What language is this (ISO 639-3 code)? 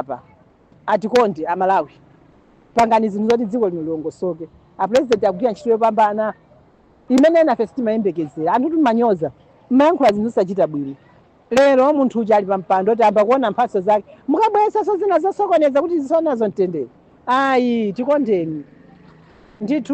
nya